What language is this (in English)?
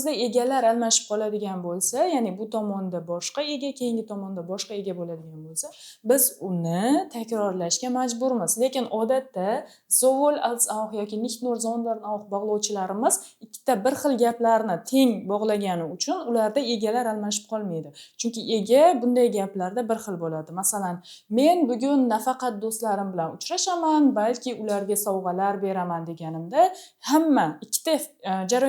Uzbek